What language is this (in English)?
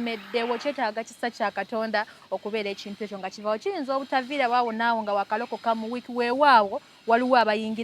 Ganda